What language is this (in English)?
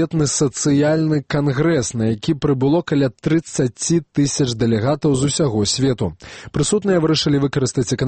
Belarusian